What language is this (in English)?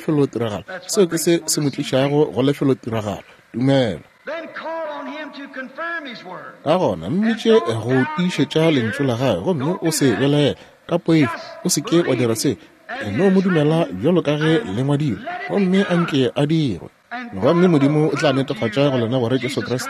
Northern Sotho